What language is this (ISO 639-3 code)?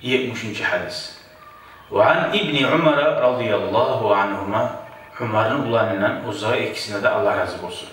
kum